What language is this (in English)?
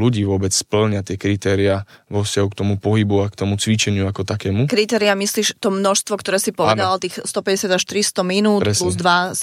Slovak